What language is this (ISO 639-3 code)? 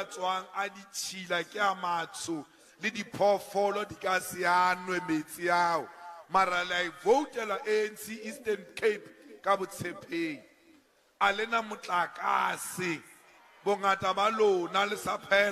sot